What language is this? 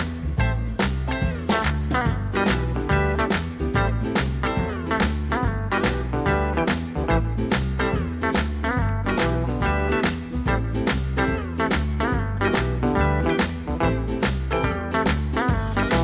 Swedish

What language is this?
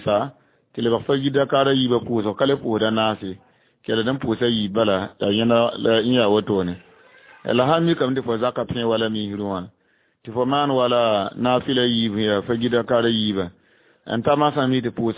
Mossi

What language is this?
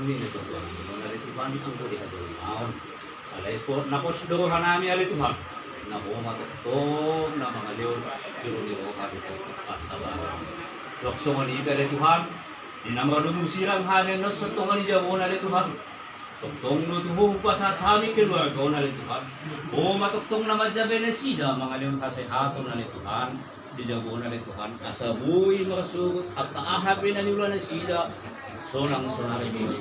Batak Toba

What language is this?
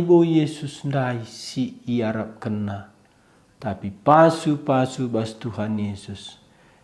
Batak Karo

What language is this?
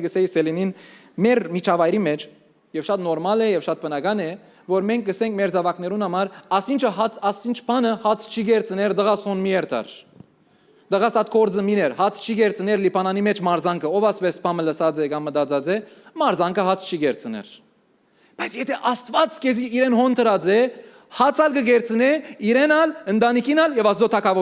Western Armenian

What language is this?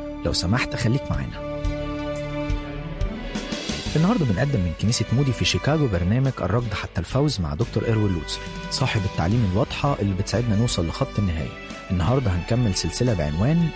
Egyptian Arabic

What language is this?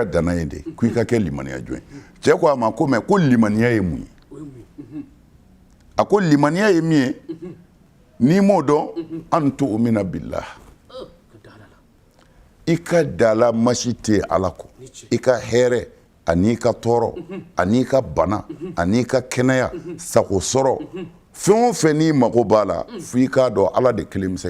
Bambara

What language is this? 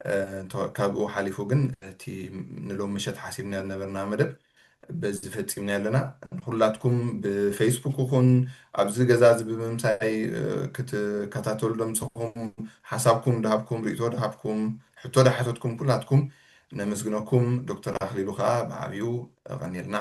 Tigrinya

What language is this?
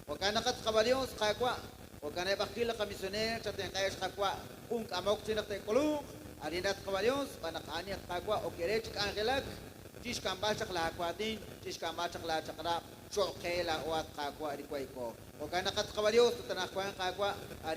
Kekchí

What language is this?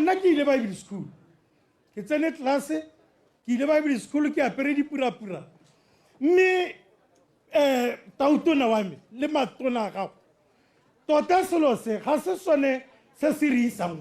Tswana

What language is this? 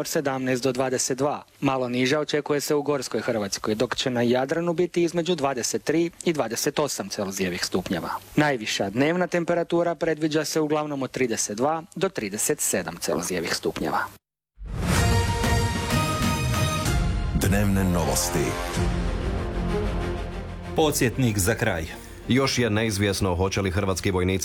Croatian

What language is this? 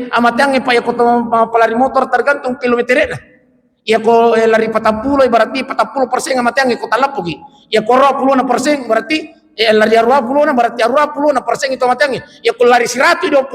Buginese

